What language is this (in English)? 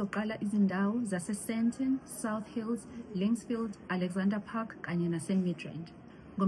Zulu